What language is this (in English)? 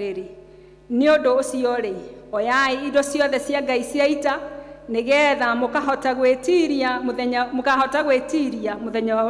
Kikuyu